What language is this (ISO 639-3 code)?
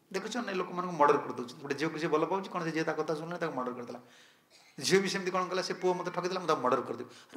ori